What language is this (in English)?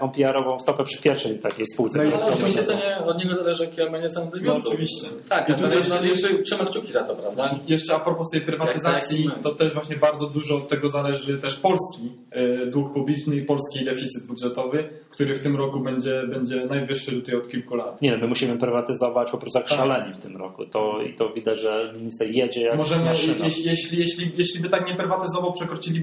Polish